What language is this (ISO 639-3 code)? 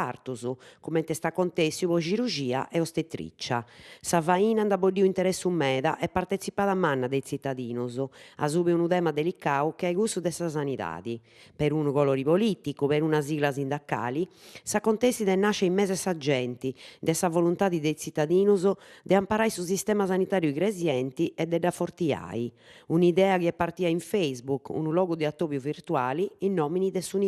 srd